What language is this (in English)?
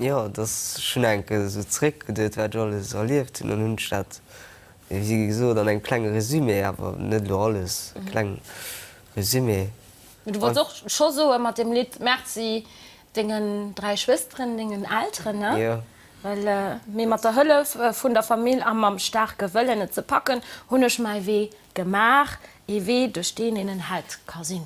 Luxembourgish